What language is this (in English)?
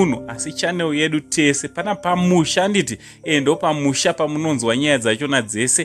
Shona